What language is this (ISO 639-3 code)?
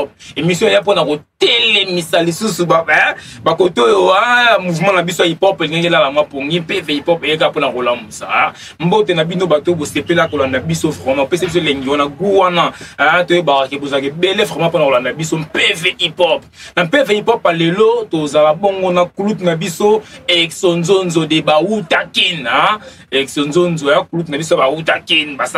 lin